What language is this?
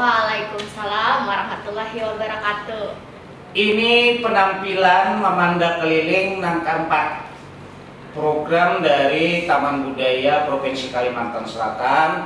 Banjar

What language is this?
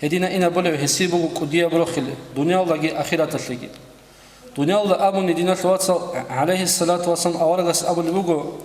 Avaric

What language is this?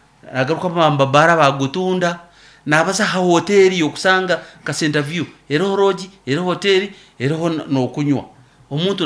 Nyankole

